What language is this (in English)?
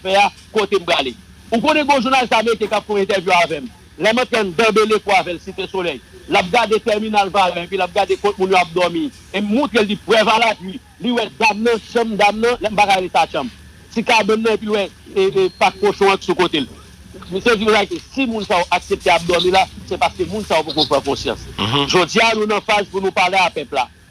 Haitian Creole